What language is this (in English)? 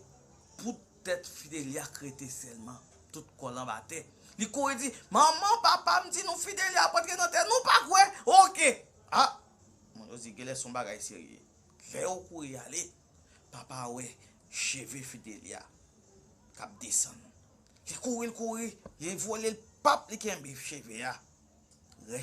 Haitian Creole